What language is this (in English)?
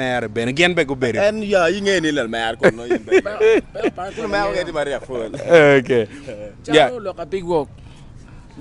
Acoli